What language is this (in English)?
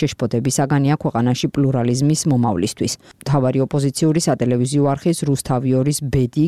Georgian